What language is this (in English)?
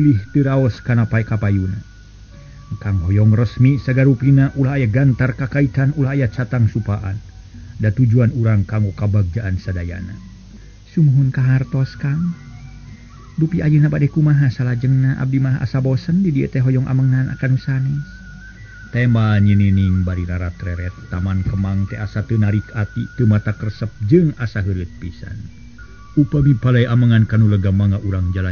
Sundanese